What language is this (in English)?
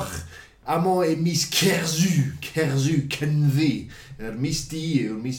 Welsh